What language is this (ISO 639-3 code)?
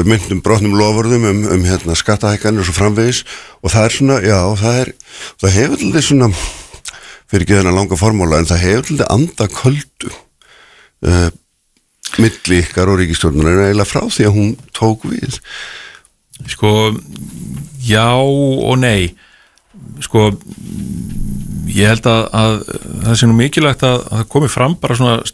isl